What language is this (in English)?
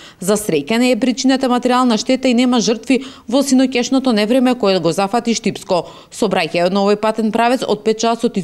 Macedonian